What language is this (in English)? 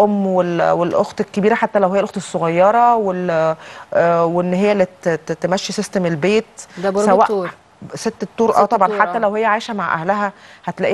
Egyptian Arabic